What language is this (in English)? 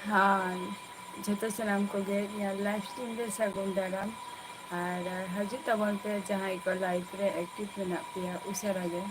Santali